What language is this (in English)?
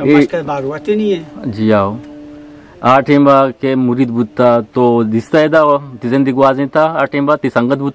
Eastern Balochi